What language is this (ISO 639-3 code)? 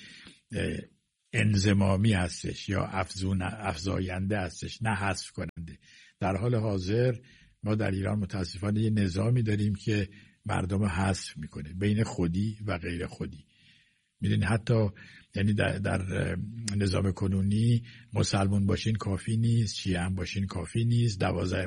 fas